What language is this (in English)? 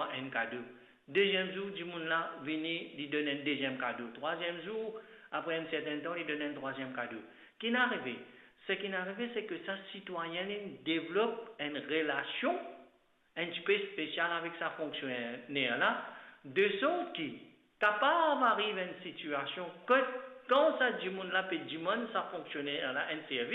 Morisyen